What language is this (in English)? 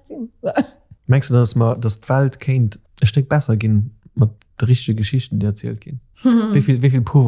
Luxembourgish